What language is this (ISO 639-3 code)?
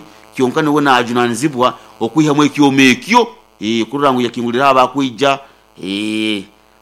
nyo